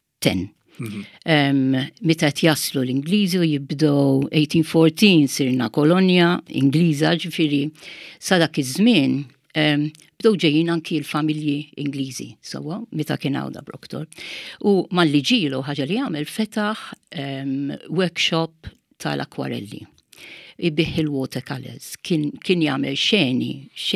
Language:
Maltese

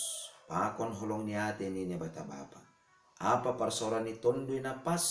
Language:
Batak Simalungun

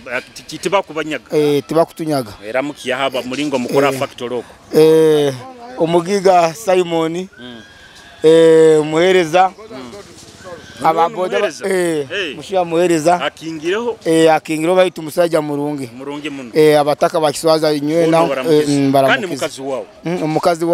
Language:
Nyoro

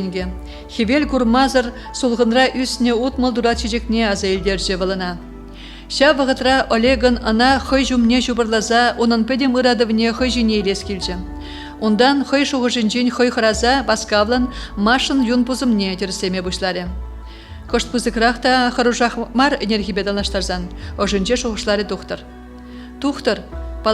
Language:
Chuvash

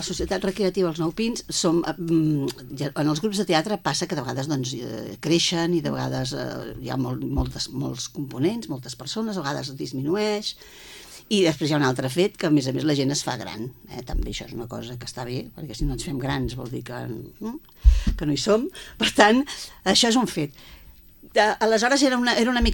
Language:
Catalan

